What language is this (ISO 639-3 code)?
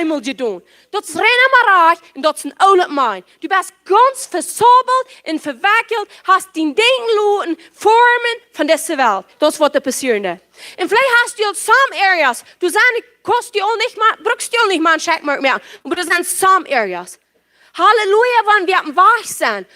pdt